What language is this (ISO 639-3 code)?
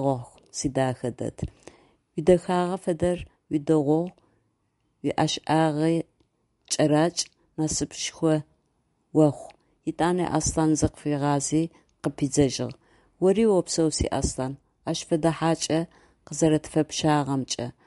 ady